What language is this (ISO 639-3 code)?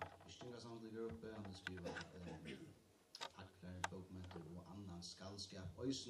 fao